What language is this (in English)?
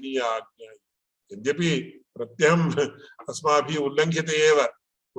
Sanskrit